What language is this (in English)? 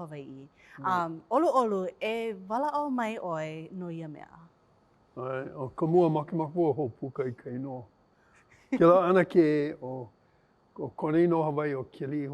Hawaiian